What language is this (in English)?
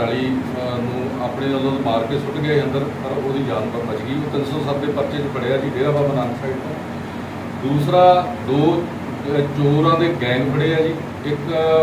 Punjabi